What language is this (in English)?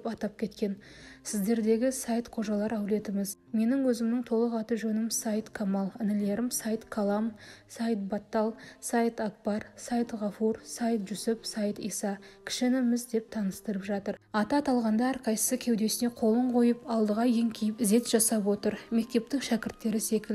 Kazakh